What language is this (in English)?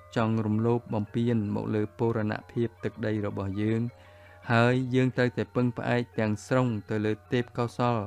Khmer